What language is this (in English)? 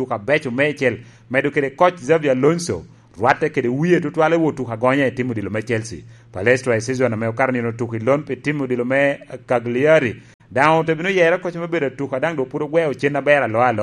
Lango (Uganda)